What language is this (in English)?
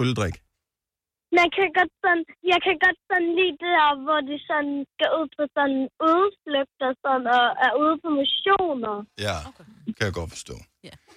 Danish